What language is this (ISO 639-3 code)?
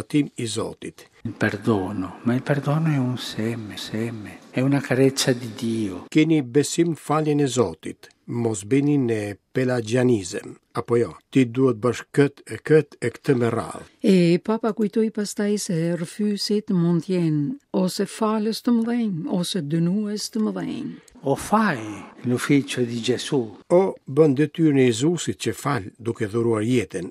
sqi